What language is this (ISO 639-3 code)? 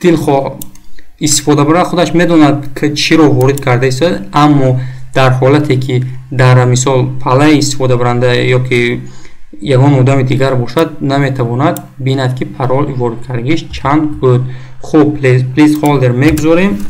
tgk